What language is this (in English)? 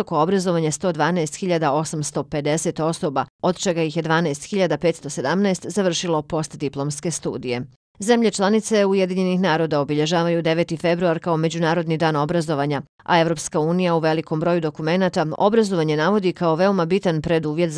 Bosnian